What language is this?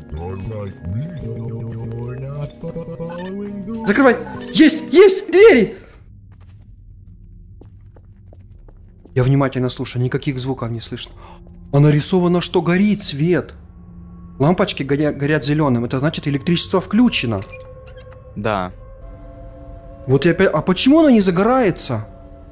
Russian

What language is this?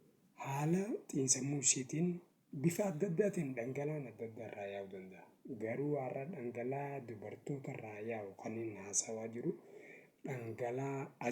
Oromo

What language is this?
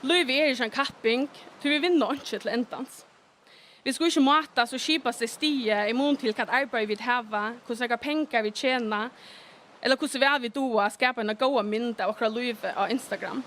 Faroese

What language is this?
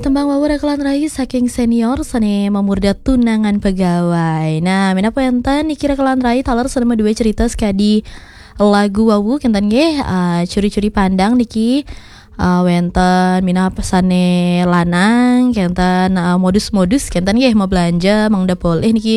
Balinese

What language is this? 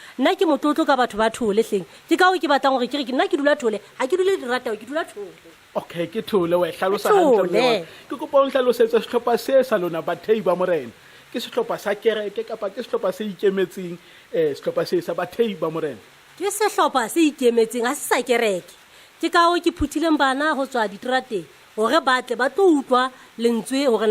Southern Sotho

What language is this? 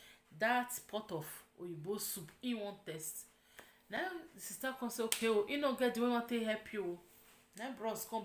Nigerian Pidgin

